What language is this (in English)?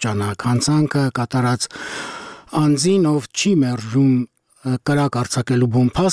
Armenian